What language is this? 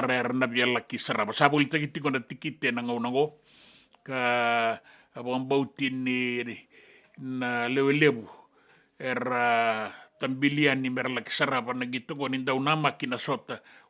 Fijian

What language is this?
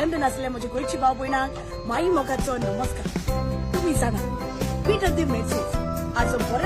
Konkani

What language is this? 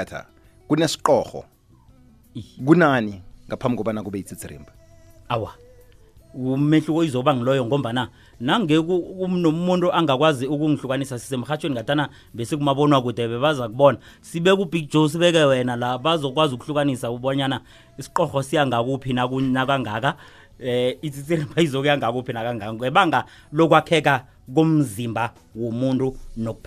South Ndebele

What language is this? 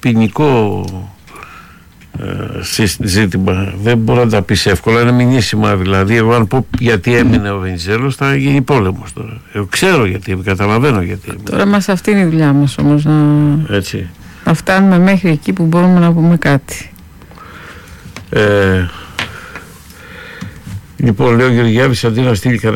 Greek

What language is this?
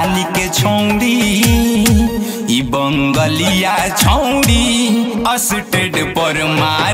Bhojpuri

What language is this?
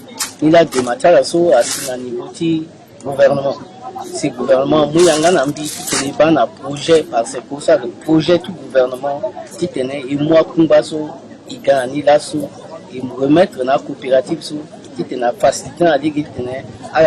Sango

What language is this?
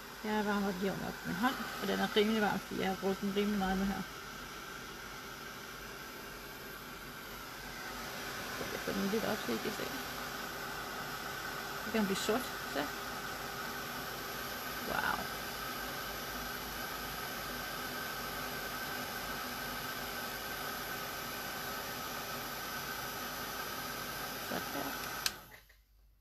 Danish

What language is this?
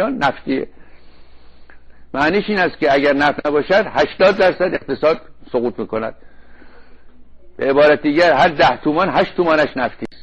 Persian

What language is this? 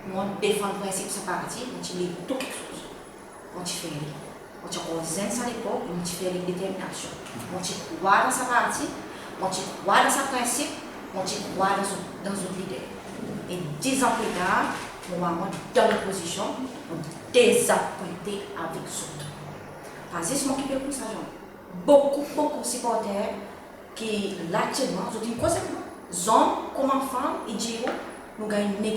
Seselwa Creole French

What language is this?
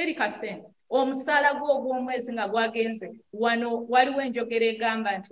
Ganda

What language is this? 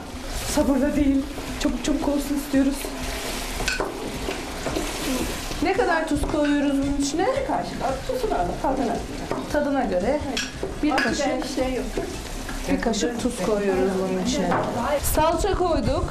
Turkish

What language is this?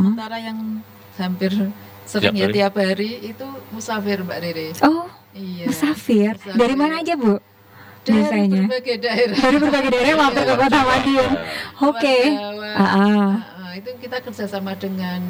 Indonesian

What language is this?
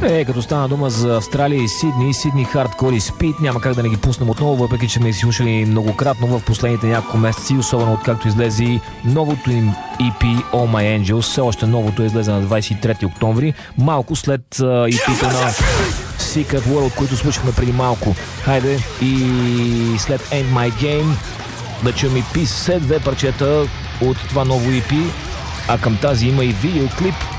Bulgarian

